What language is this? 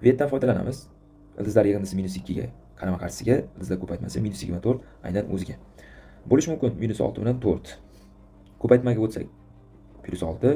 Uzbek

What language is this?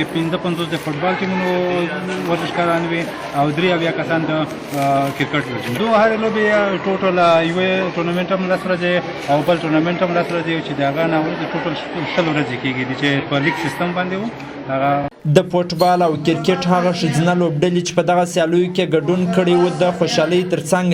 Pashto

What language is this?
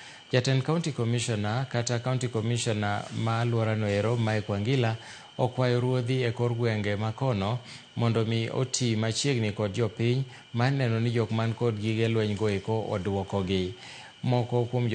Luo (Kenya and Tanzania)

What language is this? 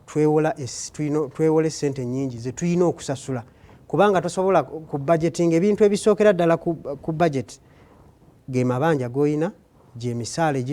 Ganda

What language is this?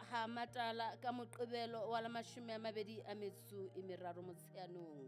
Southern Sotho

